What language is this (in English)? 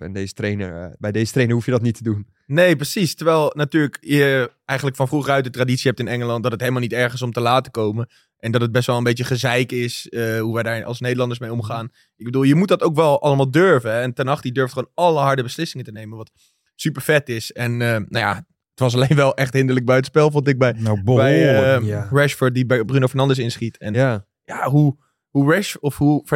Dutch